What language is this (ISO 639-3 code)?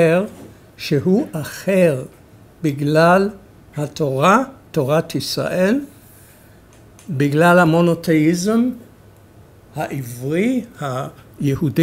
heb